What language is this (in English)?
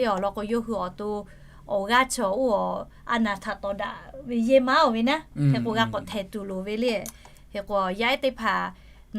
Lahu